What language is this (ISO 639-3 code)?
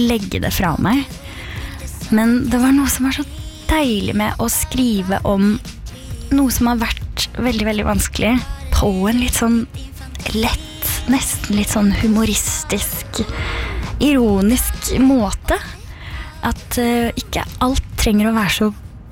nor